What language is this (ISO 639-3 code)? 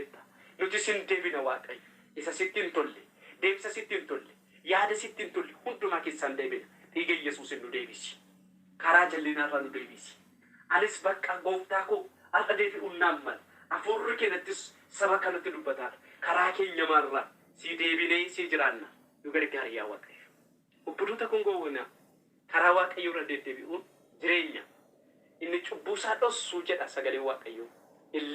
orm